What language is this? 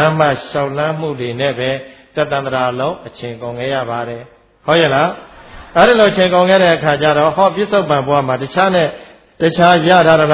Burmese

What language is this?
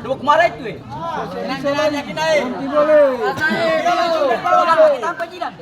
Ambonese Malay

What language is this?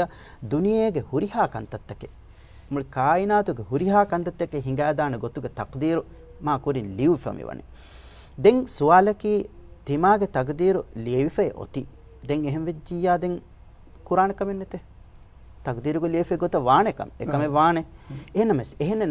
Divehi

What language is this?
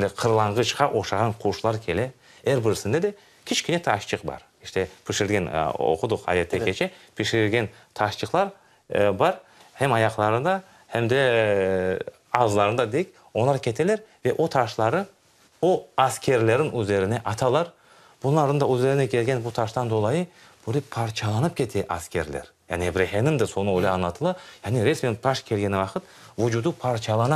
Crimean Tatar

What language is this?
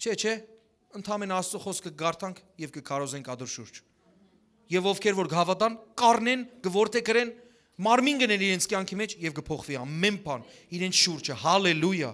Western Armenian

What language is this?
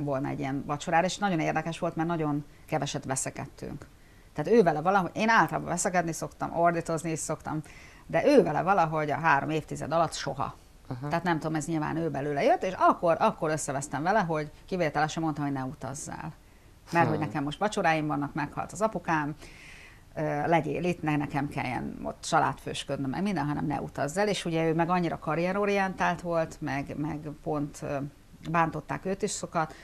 Hungarian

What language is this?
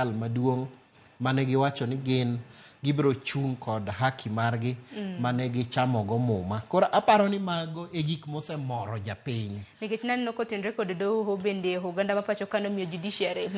Luo (Kenya and Tanzania)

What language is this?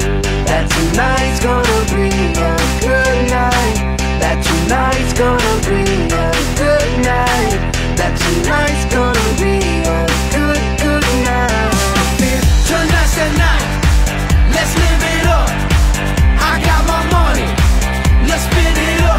English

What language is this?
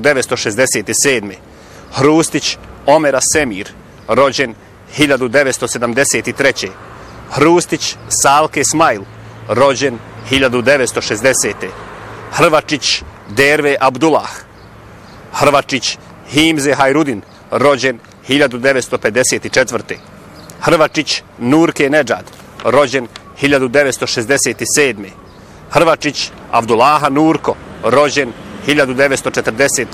Bosnian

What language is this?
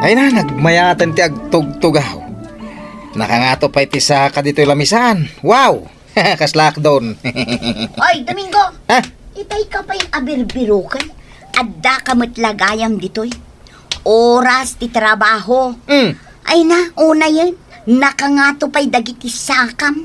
Iloko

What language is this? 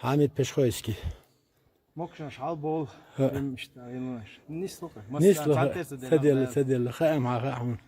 Chechen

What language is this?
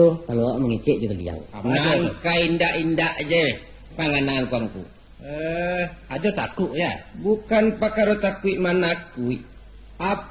Minangkabau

